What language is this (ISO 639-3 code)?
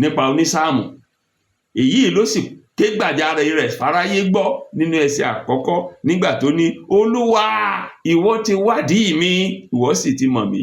yor